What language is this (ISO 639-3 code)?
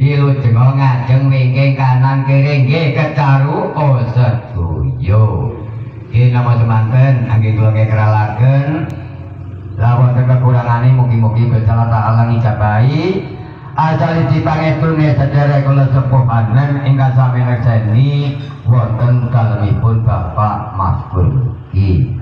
jav